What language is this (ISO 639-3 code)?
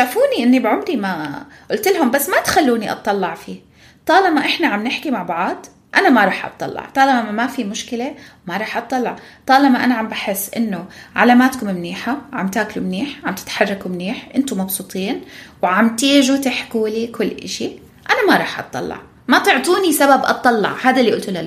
apc